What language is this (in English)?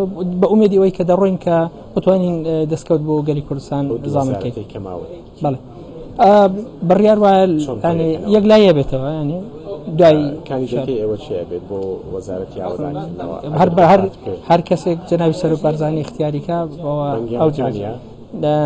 Central Kurdish